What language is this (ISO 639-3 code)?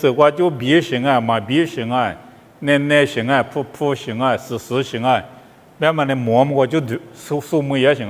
lis